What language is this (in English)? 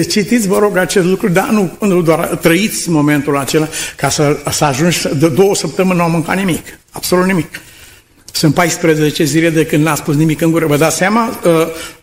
Romanian